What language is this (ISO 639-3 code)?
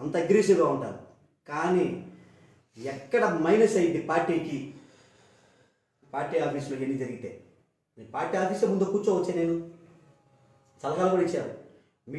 tel